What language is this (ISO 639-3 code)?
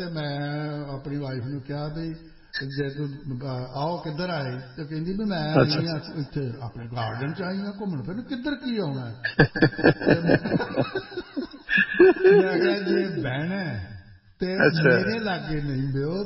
pan